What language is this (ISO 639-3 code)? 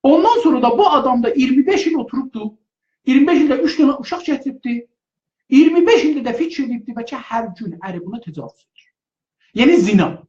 azb